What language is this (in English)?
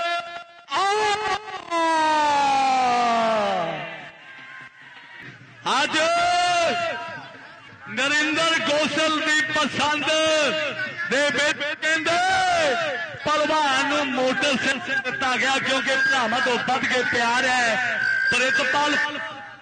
Punjabi